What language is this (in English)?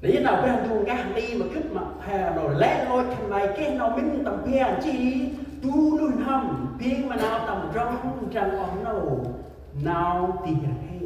Central Mnong